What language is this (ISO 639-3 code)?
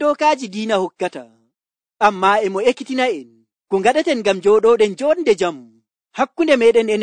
fuv